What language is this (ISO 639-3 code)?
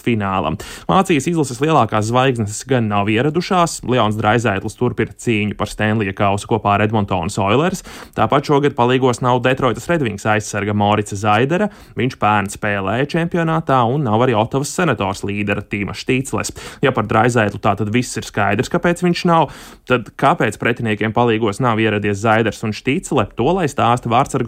lav